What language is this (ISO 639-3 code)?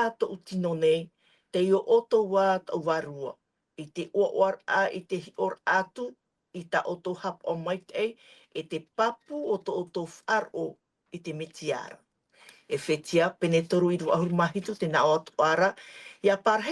tah